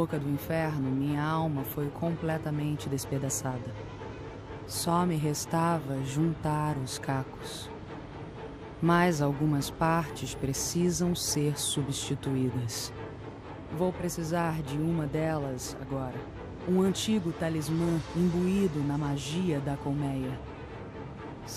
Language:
Portuguese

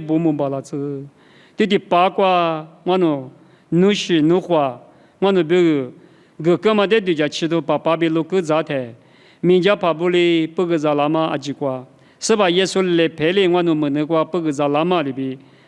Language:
Lisu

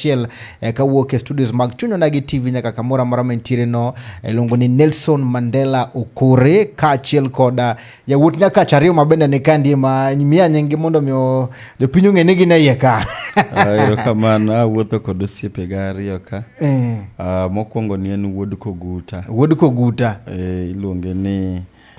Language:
Luo (Kenya and Tanzania)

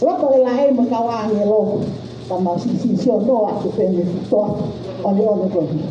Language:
Tongan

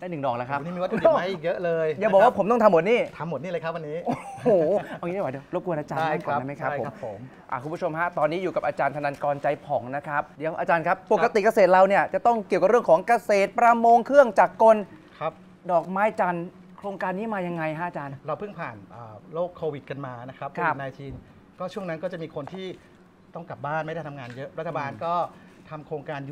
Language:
Thai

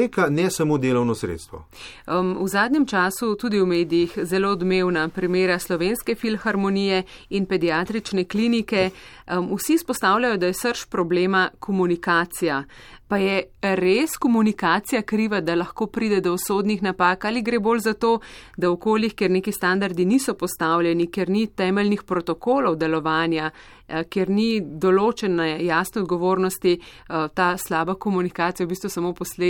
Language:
Slovenian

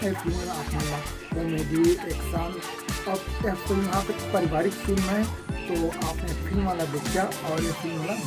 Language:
Chhattisgarhi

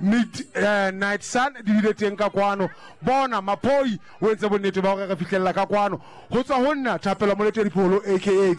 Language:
Southern Sotho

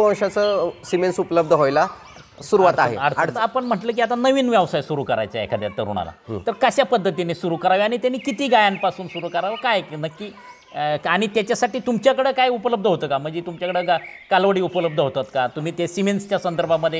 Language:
Marathi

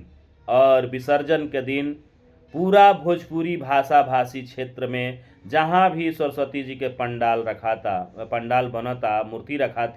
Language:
Bhojpuri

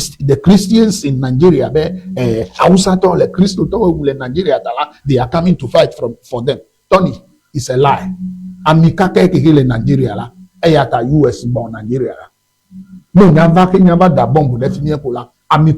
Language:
Ewe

